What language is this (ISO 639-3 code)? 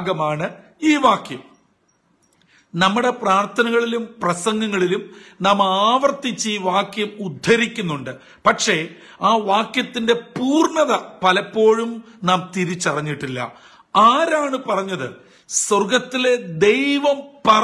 mal